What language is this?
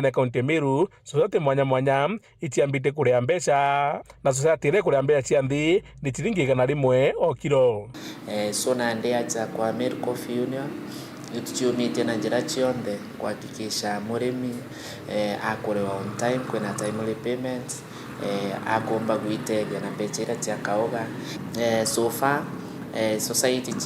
Meru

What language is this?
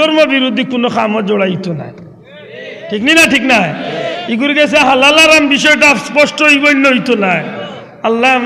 Sylheti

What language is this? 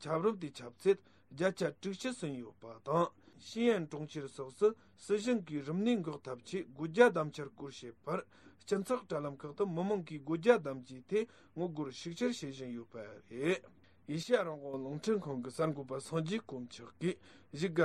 Tibetan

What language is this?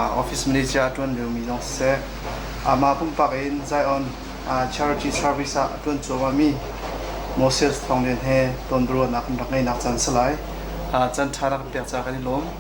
Hakha Chin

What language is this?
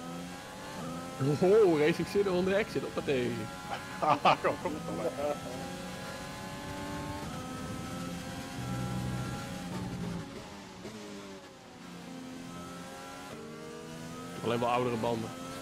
Dutch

